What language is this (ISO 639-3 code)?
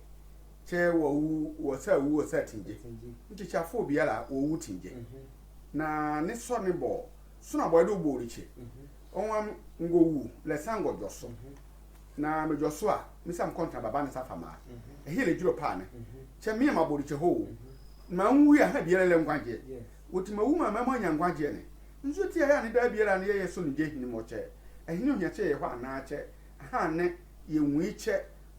sfw